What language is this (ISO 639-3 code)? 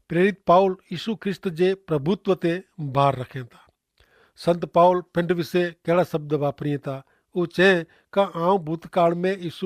kfr